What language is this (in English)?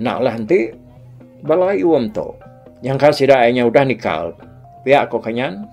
Iban